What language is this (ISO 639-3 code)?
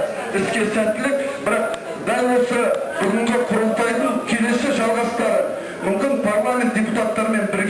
kaz